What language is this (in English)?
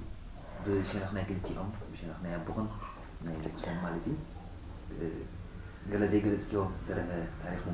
Tigrinya